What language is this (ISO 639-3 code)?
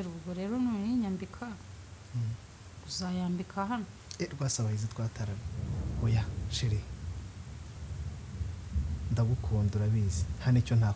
kin